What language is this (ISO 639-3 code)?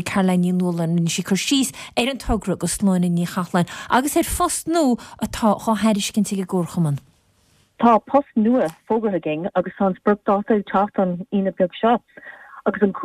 gle